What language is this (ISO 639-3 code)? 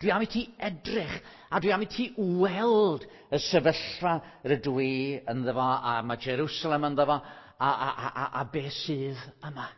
cym